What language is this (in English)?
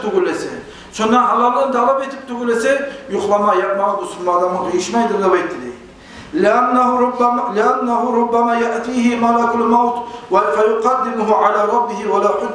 Kumyk